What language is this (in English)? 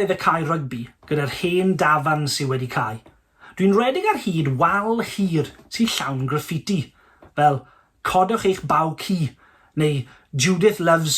Welsh